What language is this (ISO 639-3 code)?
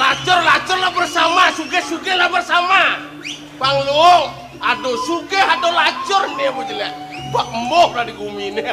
ban